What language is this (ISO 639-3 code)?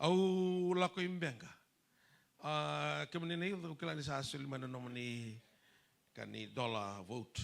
fij